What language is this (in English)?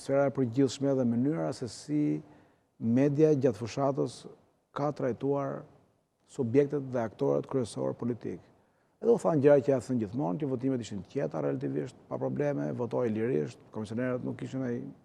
Albanian